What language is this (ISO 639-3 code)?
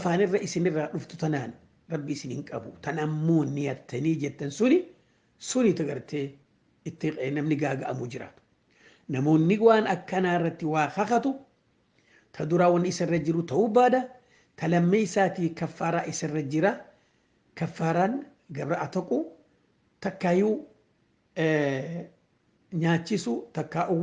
orm